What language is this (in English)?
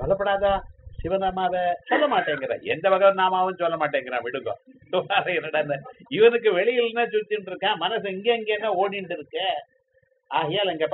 Tamil